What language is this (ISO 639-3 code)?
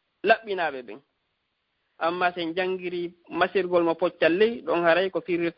ful